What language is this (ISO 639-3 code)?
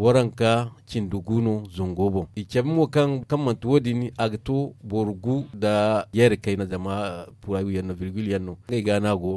dje